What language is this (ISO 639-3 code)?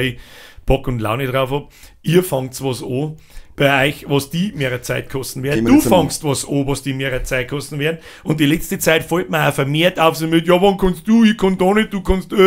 bar